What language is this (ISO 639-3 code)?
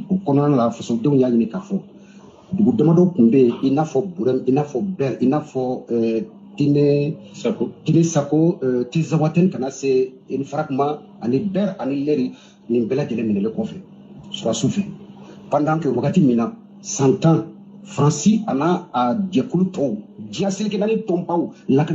bam